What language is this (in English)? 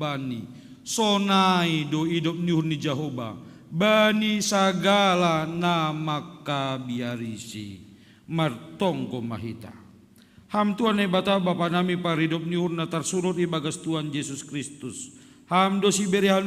Batak Simalungun